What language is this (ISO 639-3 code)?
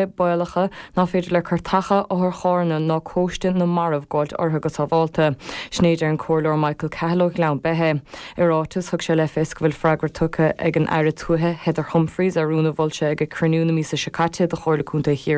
gle